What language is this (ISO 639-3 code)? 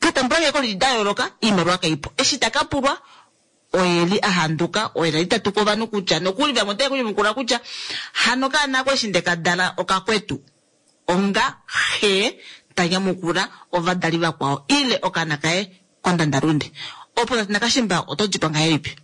kua